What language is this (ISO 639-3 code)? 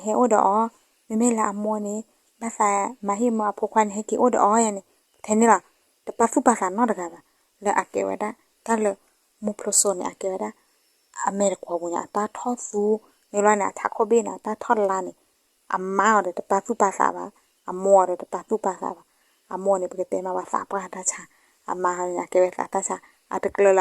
ksw